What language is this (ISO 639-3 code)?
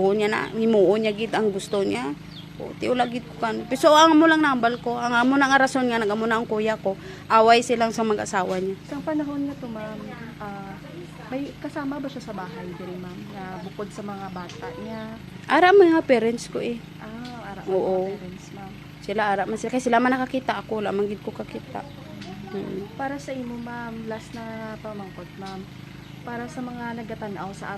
hil